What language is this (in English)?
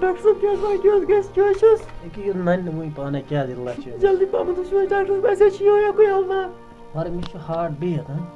Kashmiri